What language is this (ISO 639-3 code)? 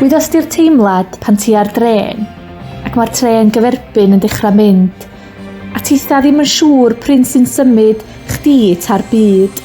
cym